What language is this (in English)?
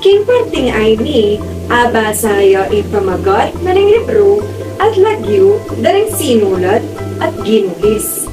Pampanga